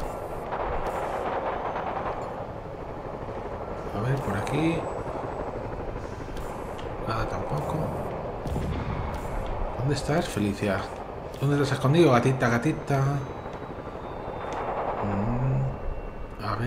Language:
Spanish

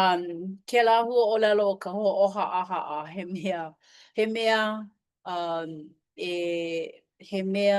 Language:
Hawaiian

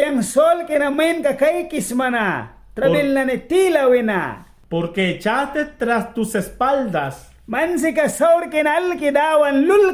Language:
Mískito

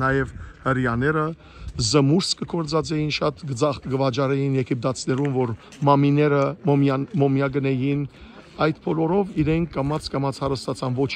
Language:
Western Armenian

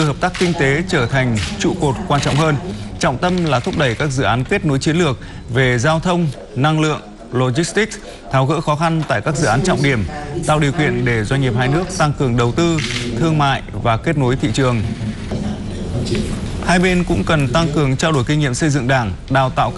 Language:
Vietnamese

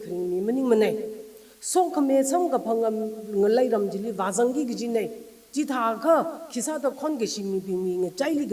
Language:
Tangkhul Naga (India)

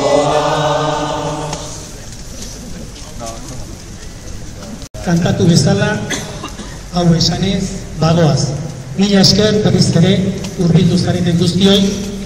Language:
Basque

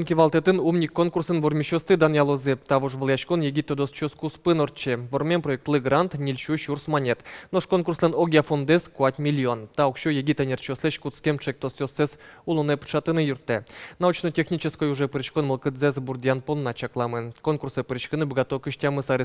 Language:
Udmurt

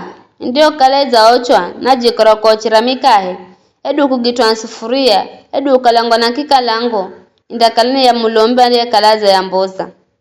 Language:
Giryama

